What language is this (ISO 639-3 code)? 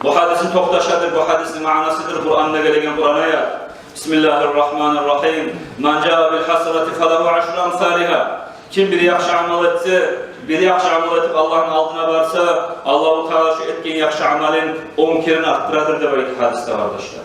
kum